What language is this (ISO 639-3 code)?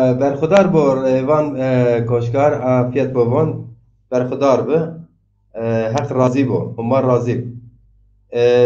zza